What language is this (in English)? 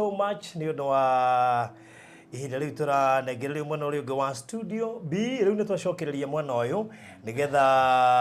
Kikuyu